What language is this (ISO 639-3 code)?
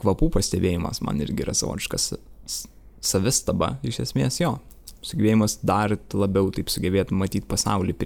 lit